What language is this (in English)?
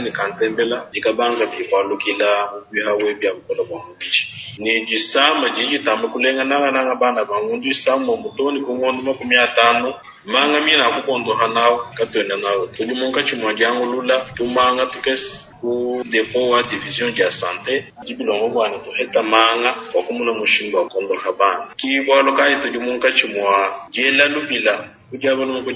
Luba-Lulua